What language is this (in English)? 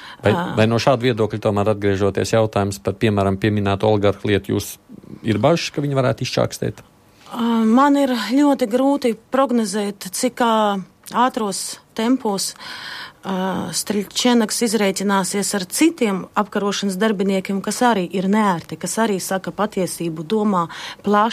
Latvian